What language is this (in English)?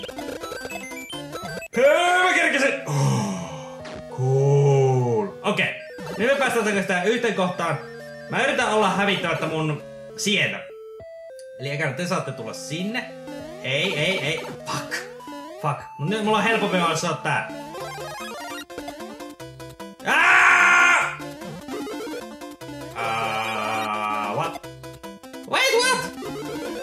Finnish